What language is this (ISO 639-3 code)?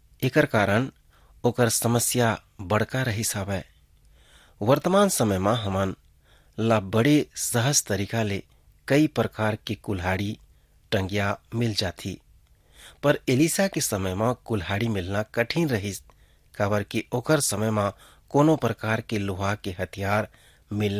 hne